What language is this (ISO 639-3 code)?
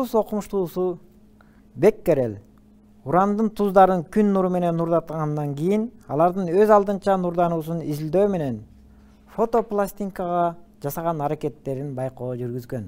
kir